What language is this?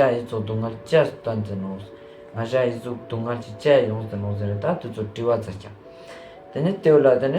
Ladakhi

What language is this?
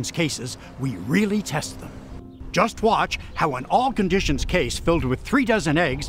English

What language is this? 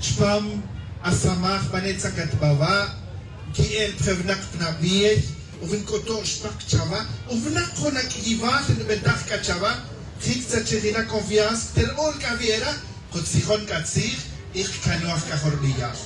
Tz'utujil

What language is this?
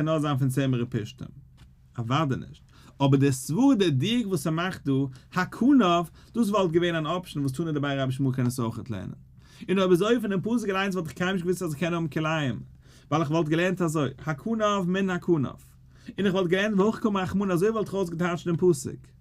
Yiddish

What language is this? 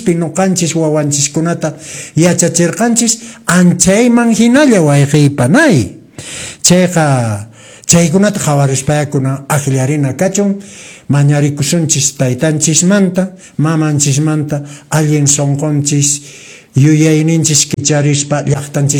Quechua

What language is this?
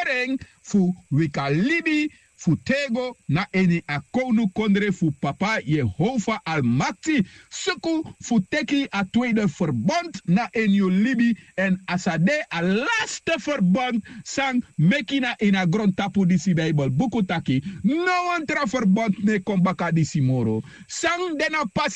Sranan Tongo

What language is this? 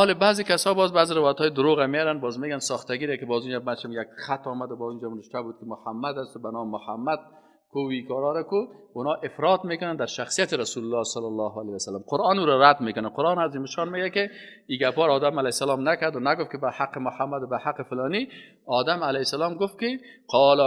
Persian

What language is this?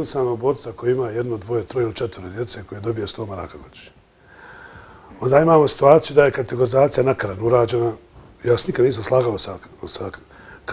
Bosnian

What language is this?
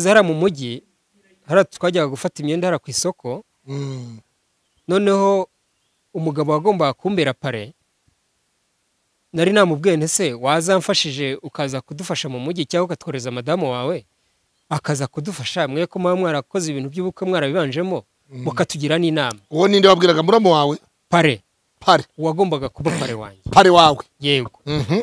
Kinyarwanda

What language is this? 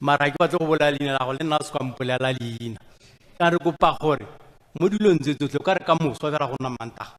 Tswana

